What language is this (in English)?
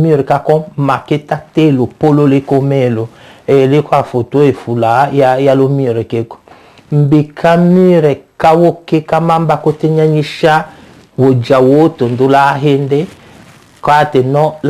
Tetela